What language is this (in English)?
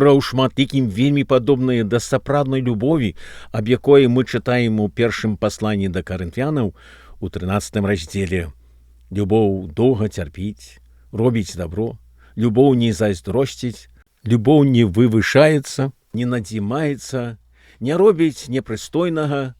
Belarusian